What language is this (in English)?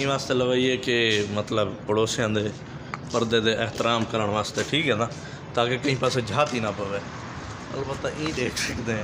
Saraiki